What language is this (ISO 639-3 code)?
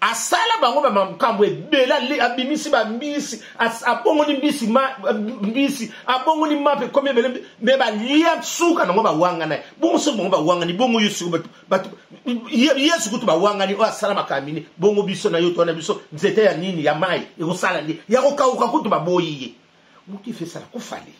lin